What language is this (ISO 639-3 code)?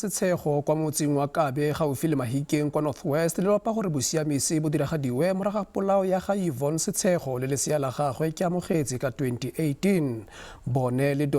tsn